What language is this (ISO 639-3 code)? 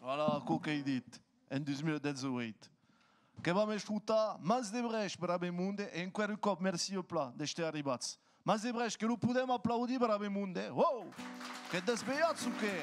oci